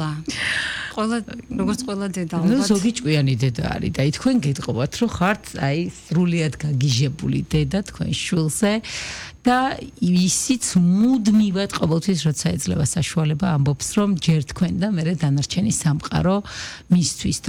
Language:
Georgian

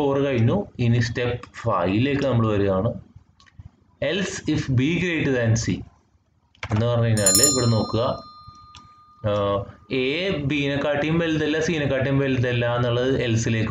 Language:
Malayalam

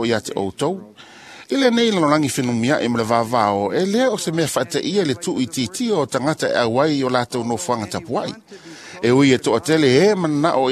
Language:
Samoan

